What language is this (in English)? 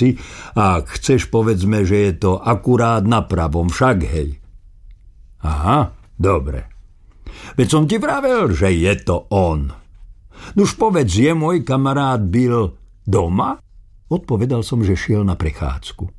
Slovak